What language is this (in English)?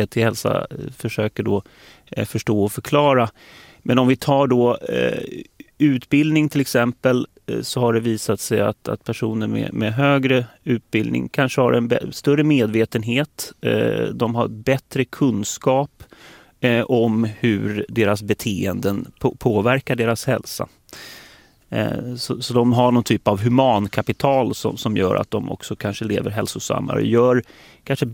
Swedish